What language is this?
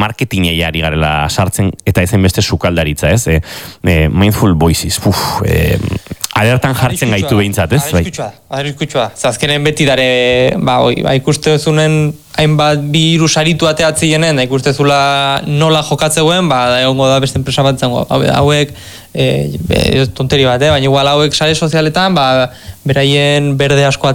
Basque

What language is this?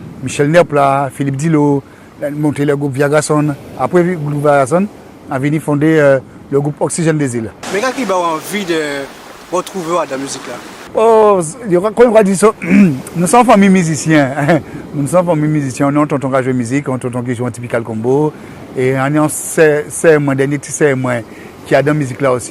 Guadeloupean Creole French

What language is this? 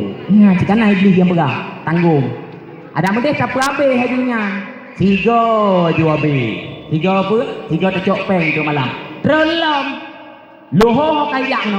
Achinese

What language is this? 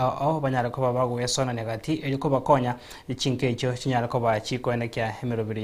Gusii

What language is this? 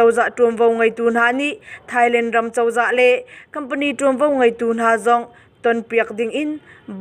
Hakha Chin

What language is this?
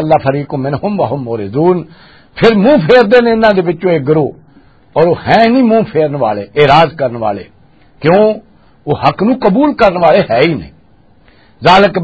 Western Panjabi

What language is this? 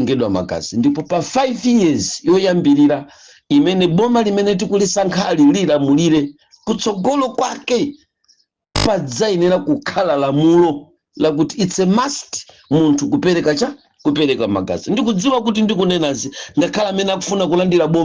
Nyanja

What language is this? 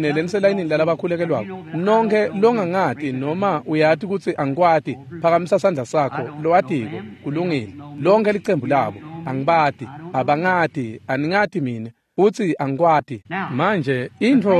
Swati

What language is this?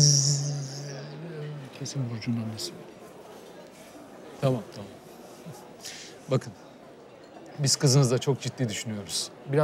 Turkish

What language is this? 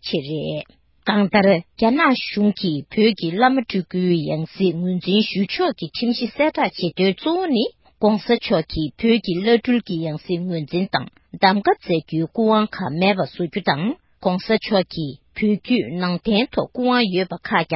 Tibetan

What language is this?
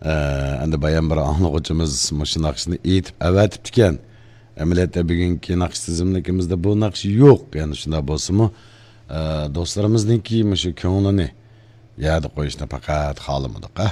Uyghur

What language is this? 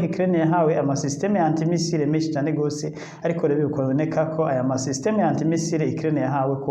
Rundi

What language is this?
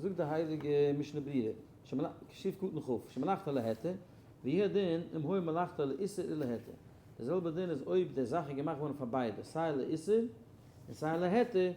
Yiddish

